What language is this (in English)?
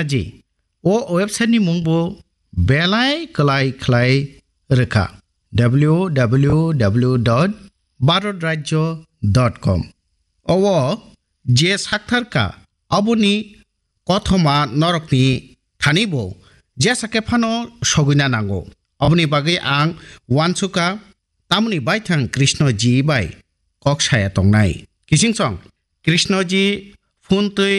Kok Borok